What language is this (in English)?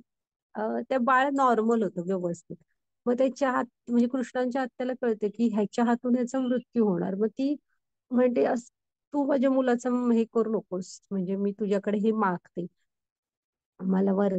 Marathi